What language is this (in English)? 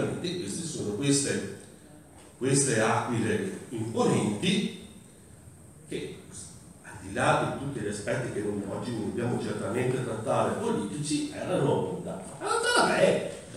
Italian